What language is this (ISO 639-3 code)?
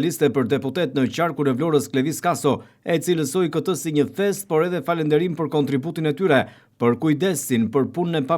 sqi